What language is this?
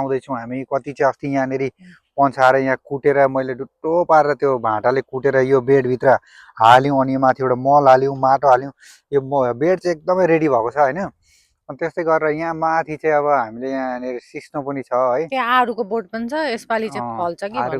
Nepali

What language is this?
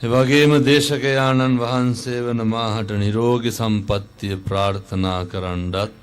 Sinhala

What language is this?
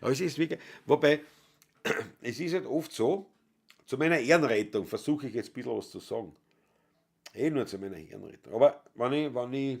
Bavarian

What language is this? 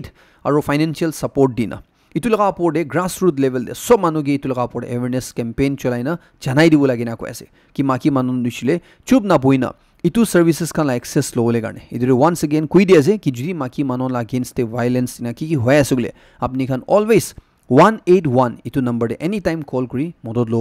Naga Pidgin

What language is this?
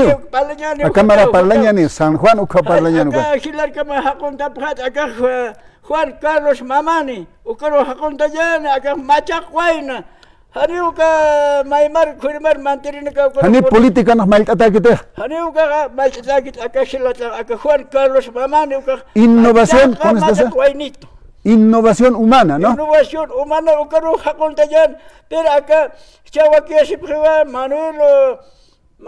Aymara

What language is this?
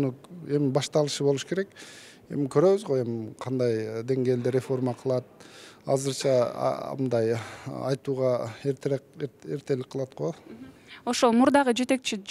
Kyrgyz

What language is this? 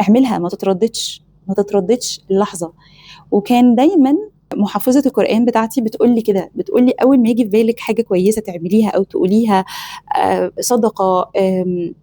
Egyptian Arabic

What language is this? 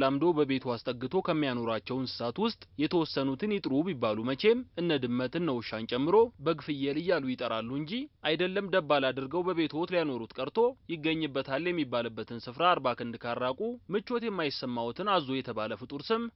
Amharic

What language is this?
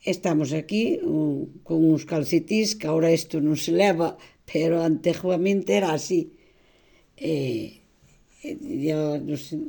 Galician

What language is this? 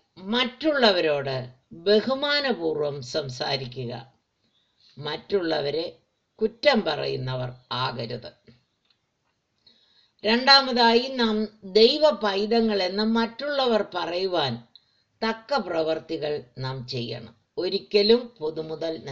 Malayalam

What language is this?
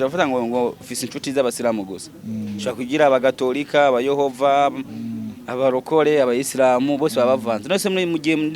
Kinyarwanda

